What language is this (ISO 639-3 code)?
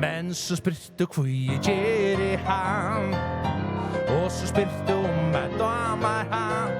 fao